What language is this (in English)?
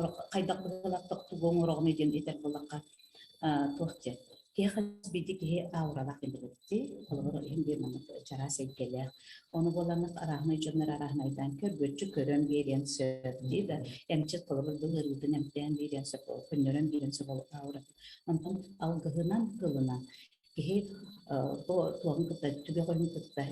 Yakut